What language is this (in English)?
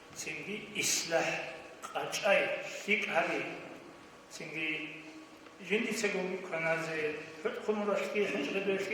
Avaric